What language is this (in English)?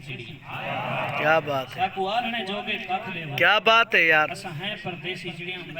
Saraiki